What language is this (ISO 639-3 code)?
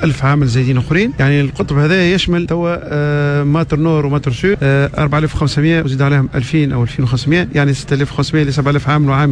aeb